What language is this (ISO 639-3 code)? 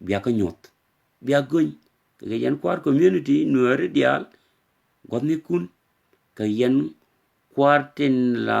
nus